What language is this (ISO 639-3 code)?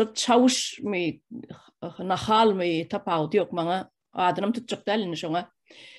tuk